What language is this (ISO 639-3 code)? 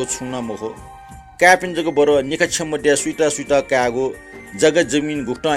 new